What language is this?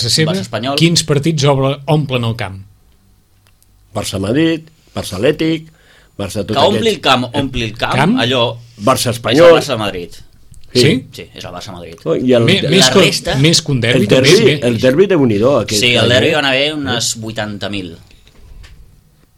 Catalan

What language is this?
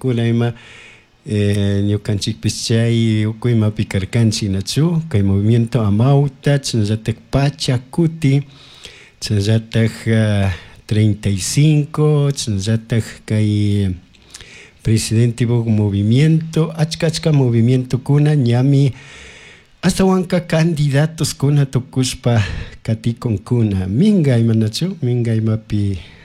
Chimborazo Highland Quichua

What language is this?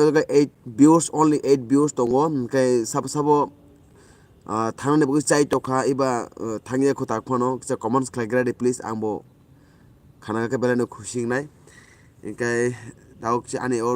Kok Borok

